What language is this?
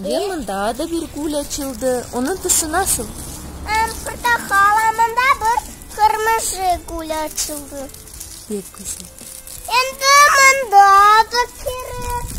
Crimean Tatar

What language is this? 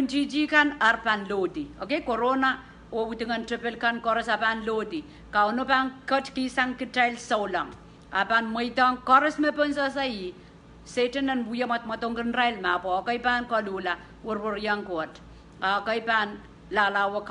Pohnpeian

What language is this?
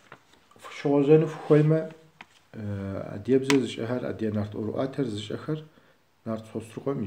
Kabardian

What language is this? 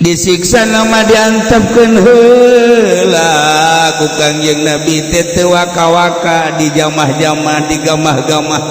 Sundanese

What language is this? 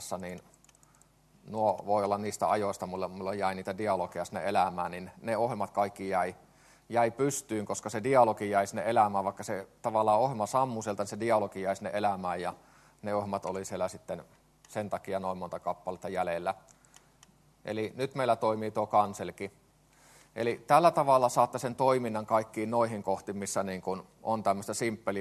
Finnish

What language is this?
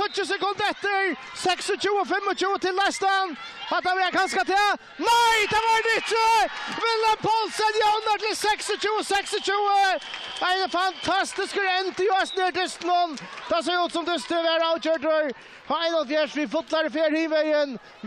Faroese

